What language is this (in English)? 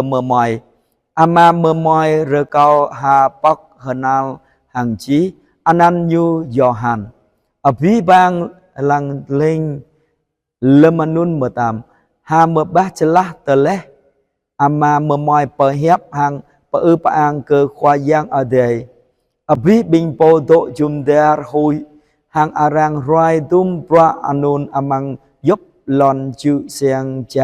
Jarai